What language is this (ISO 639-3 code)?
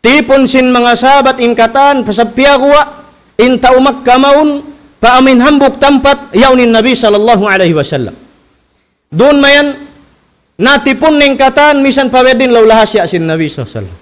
tsg